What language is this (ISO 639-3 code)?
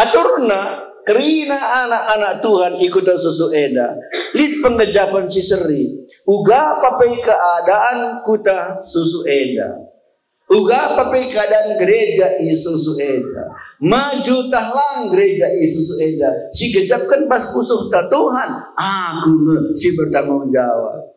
btx